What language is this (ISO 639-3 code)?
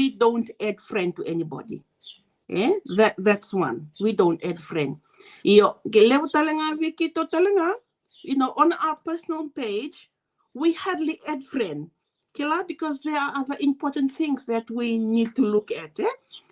fij